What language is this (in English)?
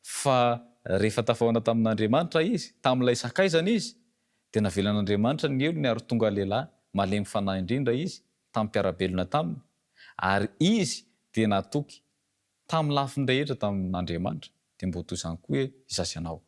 Malagasy